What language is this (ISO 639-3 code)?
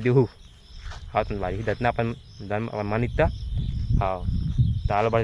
hne